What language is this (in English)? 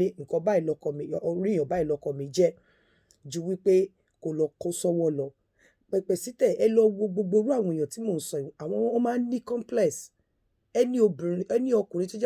Yoruba